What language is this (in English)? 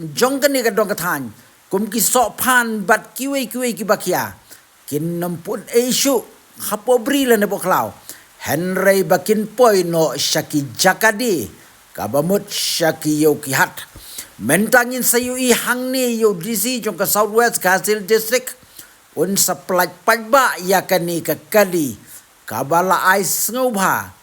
Khasi